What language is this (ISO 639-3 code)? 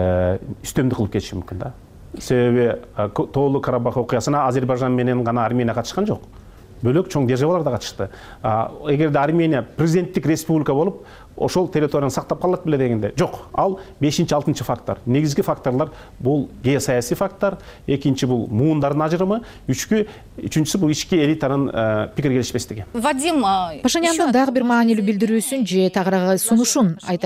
kir